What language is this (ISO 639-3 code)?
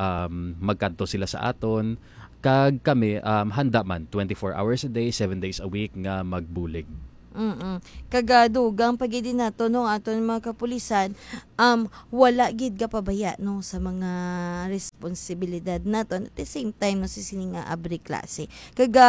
hil